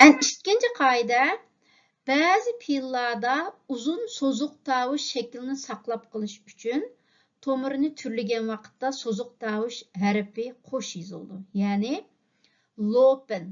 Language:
Uyghur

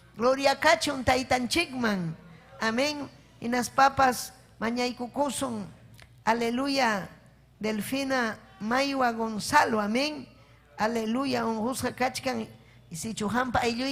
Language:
Ayacucho Quechua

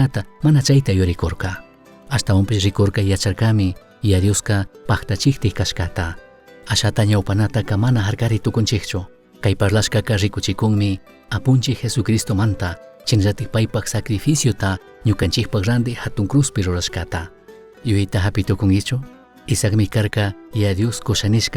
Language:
Chimborazo Highland Quichua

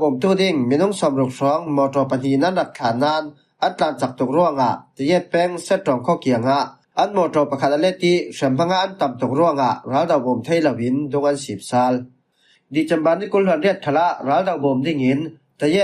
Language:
Falam Chin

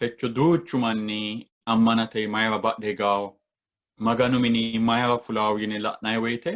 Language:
Sidamo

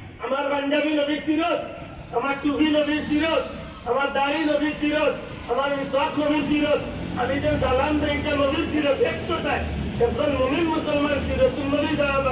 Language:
Sylheti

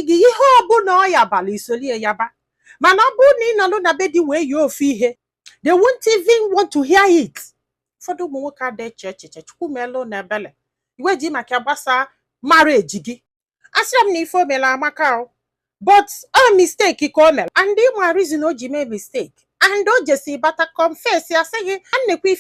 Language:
Igbo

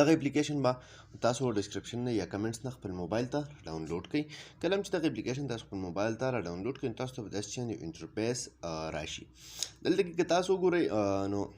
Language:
Pashto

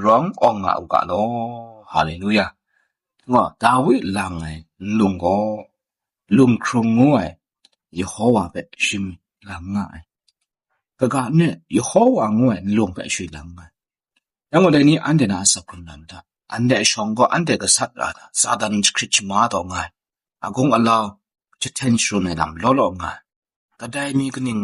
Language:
Kachin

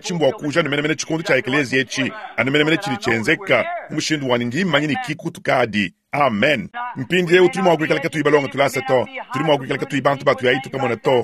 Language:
Luba-Lulua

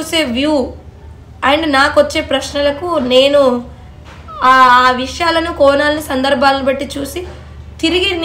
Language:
Telugu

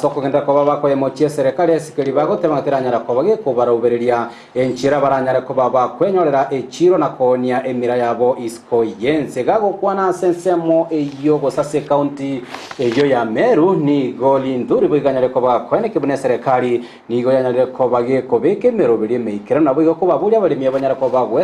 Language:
Gusii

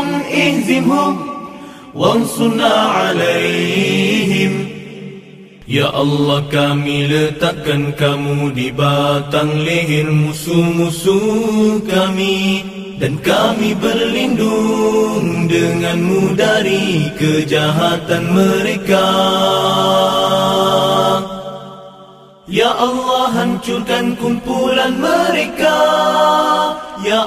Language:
Malay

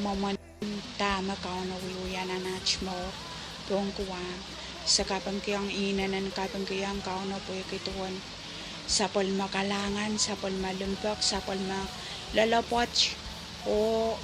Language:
Pohnpeian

